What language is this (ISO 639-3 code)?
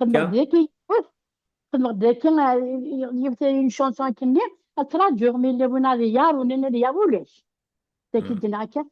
kab